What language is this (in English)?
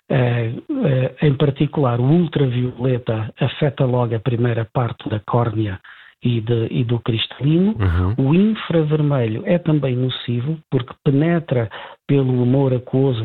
Portuguese